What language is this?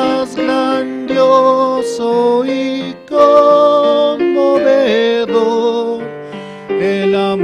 Aymara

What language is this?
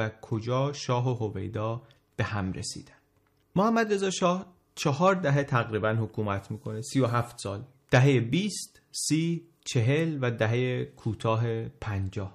Persian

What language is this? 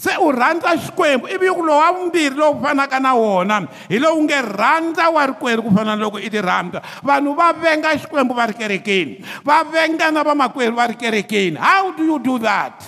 Tsonga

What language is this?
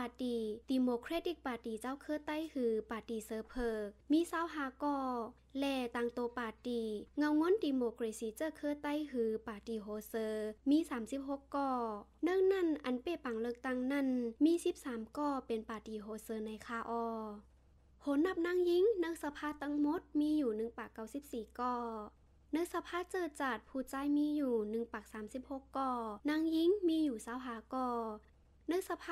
Shan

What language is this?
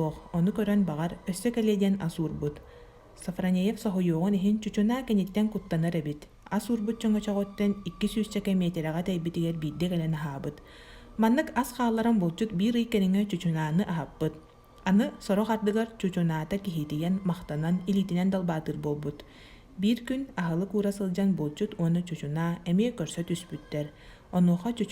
Yakut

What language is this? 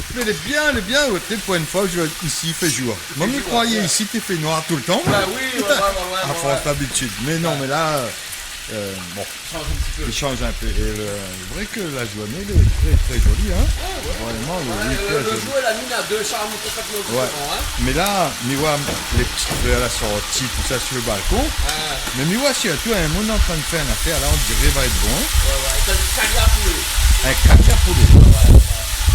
Réunion Creole French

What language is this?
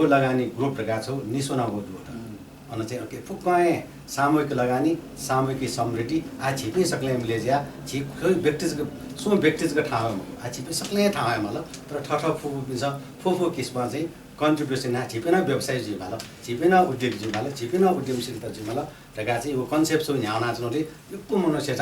Newari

